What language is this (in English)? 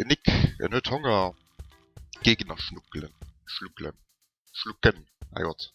Luxembourgish